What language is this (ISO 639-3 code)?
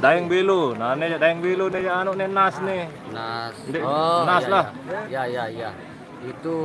sas